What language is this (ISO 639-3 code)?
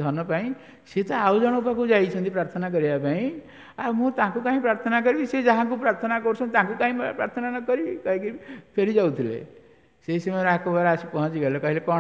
ori